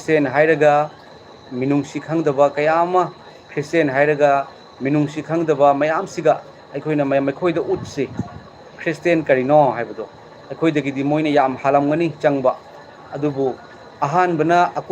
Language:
Manipuri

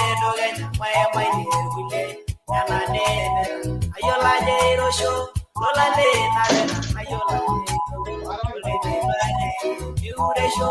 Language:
Masai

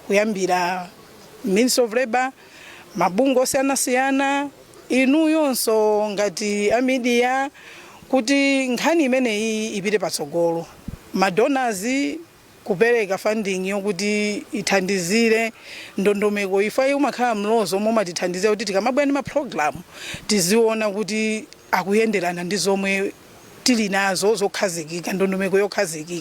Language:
Nyanja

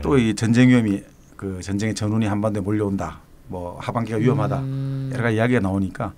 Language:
Korean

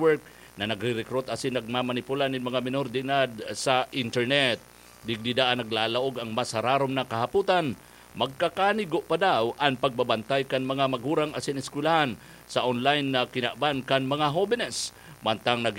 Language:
Bikol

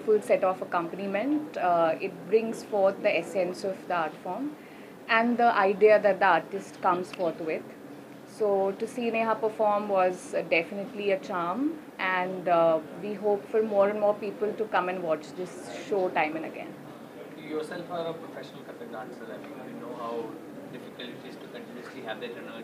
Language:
English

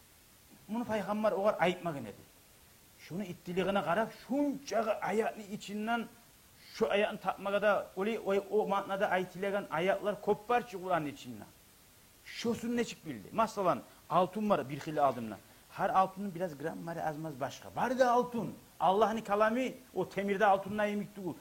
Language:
Kumyk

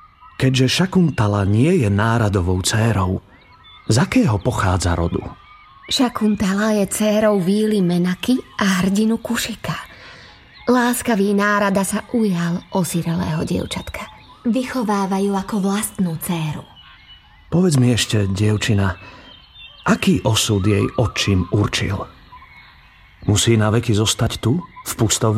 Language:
Slovak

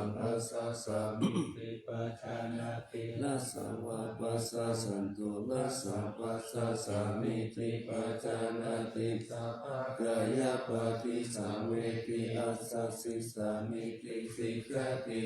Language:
Pali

